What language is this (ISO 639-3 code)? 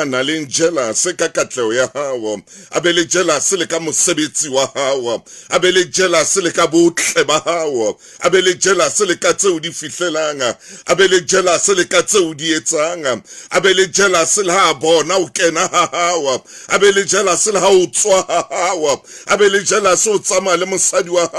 sot